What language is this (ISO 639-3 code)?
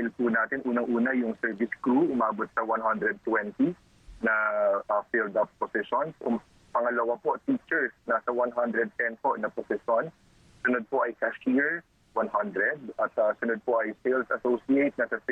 fil